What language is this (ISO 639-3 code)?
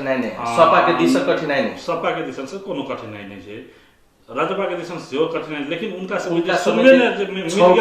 mai